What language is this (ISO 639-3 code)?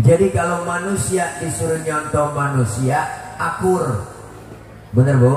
bew